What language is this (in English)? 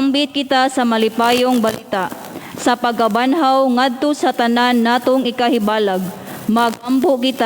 Cebuano